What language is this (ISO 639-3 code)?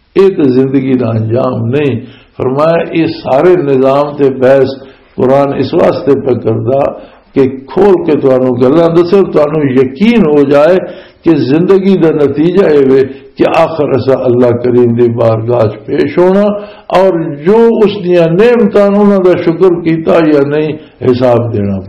lah